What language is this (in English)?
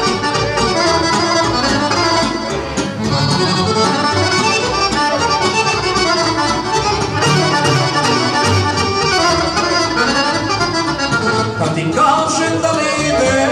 Serbian